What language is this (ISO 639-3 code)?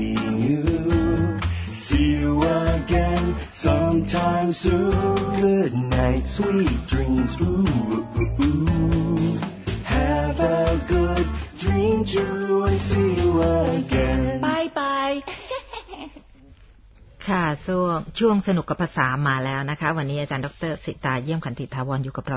tha